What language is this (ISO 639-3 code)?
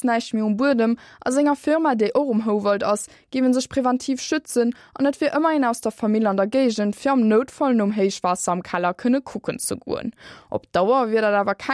ltz